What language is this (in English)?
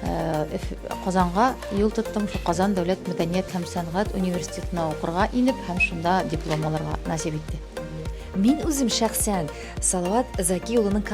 Tatar